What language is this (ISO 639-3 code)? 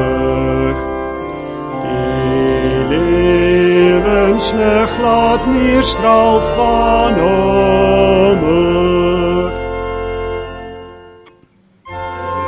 afr